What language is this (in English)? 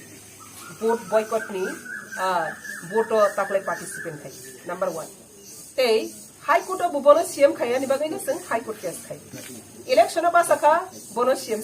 Kok Borok